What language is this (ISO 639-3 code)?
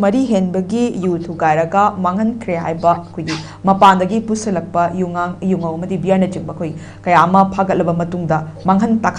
mni